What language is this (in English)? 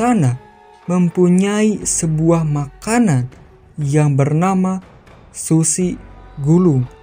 Indonesian